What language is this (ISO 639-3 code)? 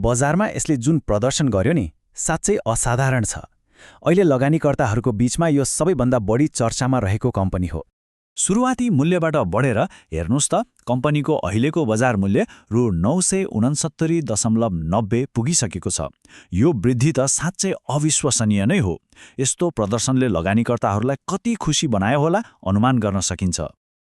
nep